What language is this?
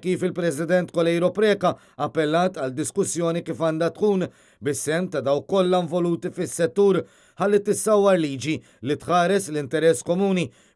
Maltese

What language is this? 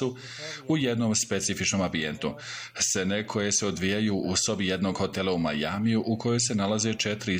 Bosnian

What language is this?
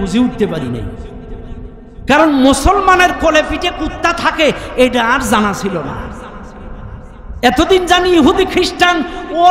Bangla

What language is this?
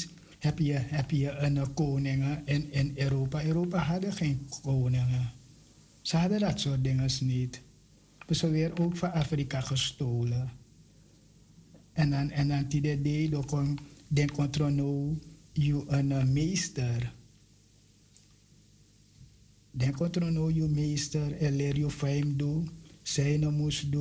Dutch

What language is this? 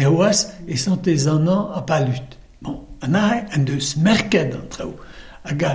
Breton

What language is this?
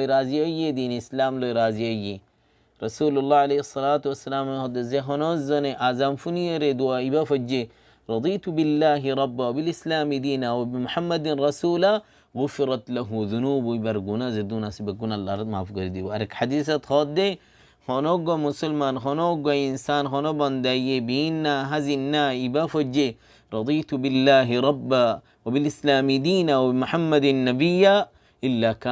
Rohingya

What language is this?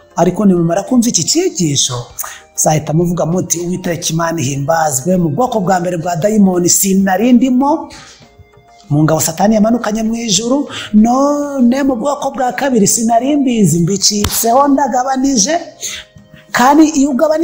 Kinyarwanda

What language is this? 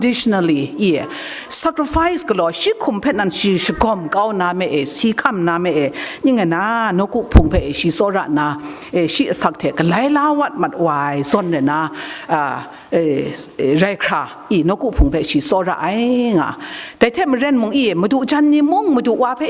Kachin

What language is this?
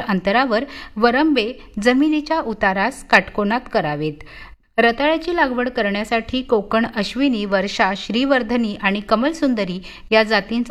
Marathi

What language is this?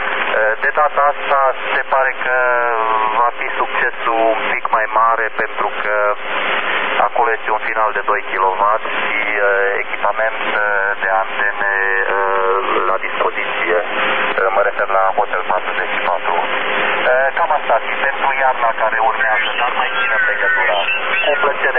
Romanian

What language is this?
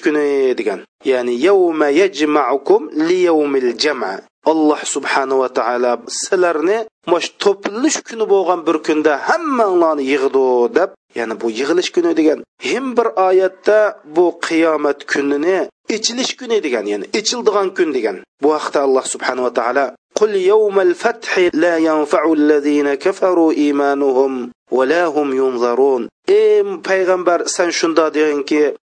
Uyghur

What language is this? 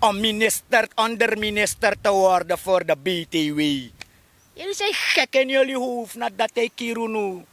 Sranan Tongo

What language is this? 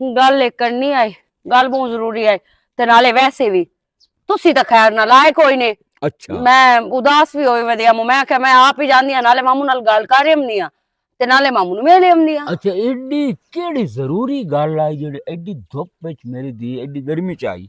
Western Panjabi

